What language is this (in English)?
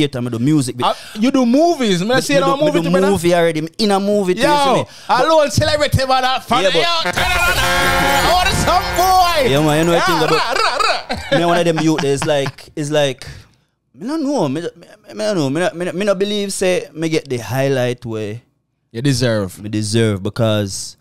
Jamaican Creole English